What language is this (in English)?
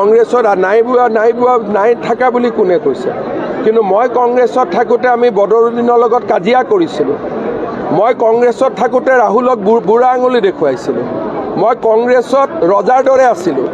Assamese